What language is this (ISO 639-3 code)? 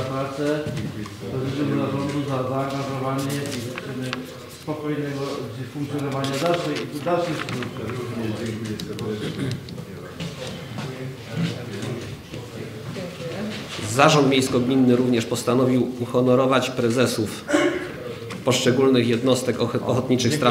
pol